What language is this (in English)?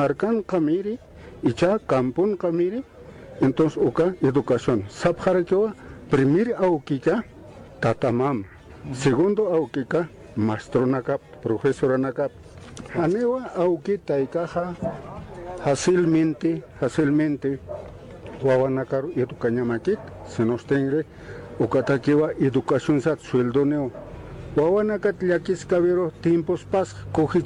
Aymara